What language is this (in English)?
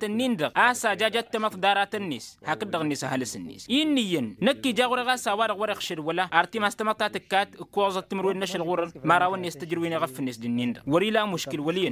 Tamasheq